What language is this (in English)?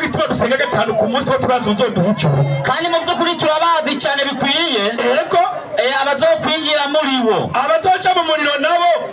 Rundi